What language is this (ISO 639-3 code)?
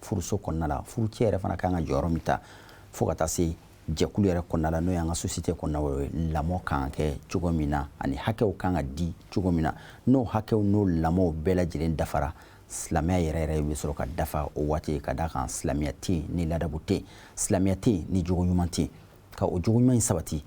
bam